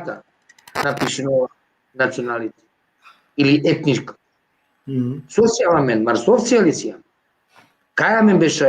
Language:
Balkan Romani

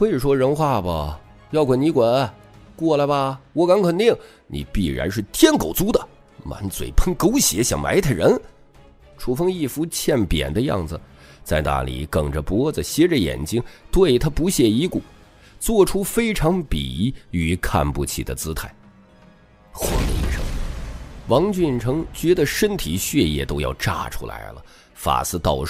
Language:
Chinese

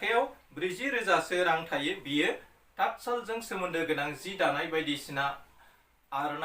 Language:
Bodo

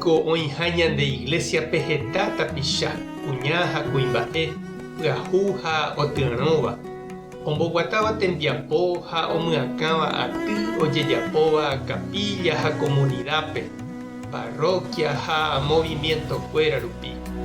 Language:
Guarani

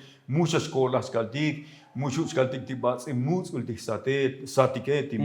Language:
Tzotzil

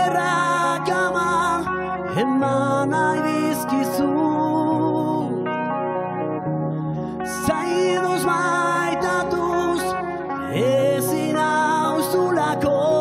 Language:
Basque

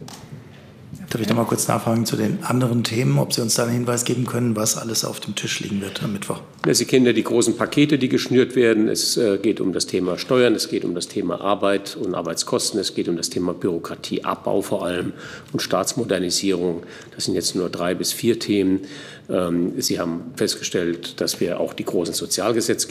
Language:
German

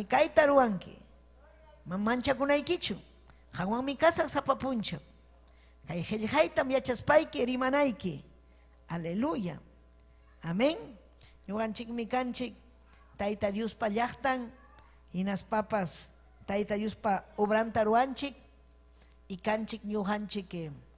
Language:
Ayacucho Quechua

